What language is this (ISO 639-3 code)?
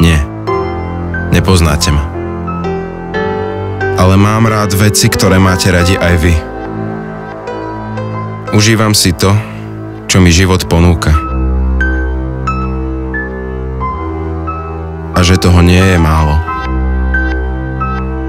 slk